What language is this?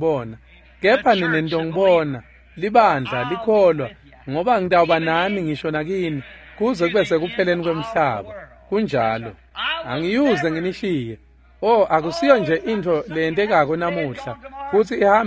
Swati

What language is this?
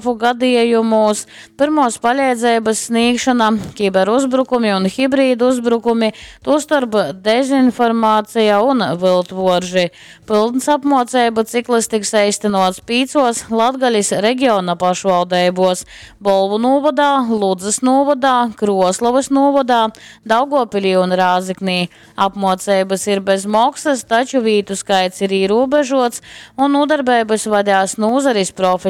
Latgalian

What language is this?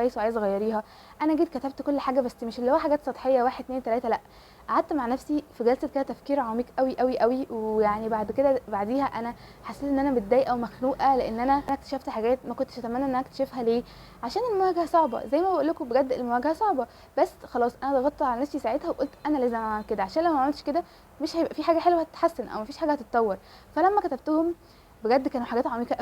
Egyptian Arabic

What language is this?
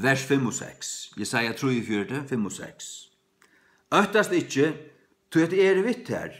Faroese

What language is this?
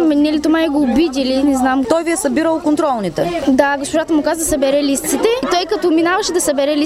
Bulgarian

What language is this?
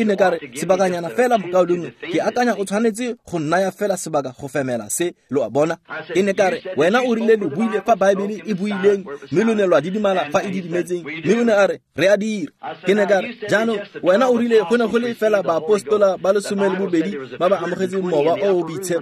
Tswana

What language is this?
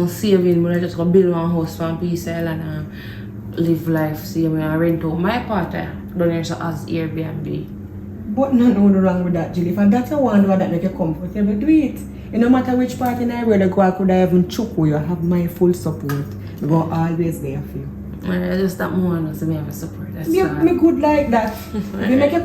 Jamaican Creole English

